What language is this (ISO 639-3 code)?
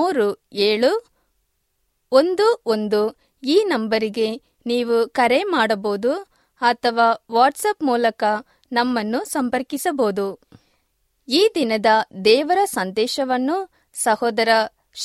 kan